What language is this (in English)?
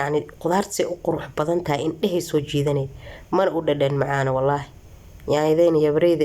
Somali